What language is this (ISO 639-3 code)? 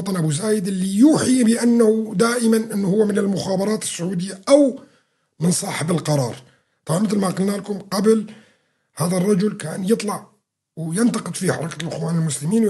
apc